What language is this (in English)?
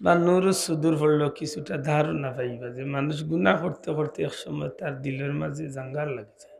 Sylheti